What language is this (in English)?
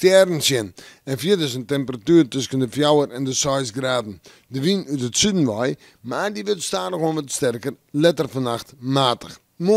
Western Frisian